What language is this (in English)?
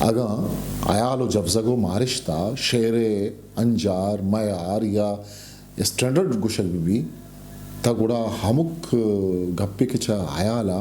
Eastern Balochi